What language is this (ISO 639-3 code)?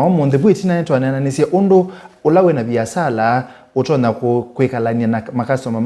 kam